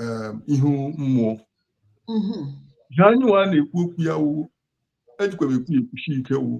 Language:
Igbo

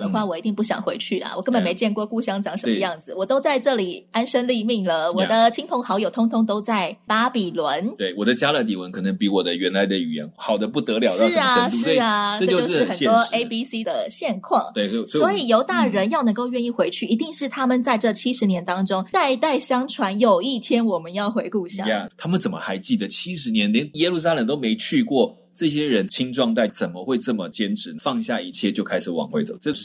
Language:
Chinese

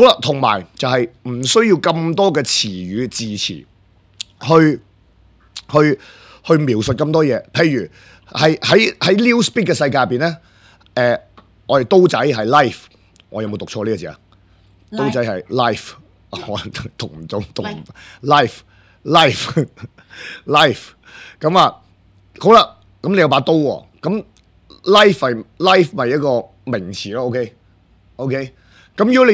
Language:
Cantonese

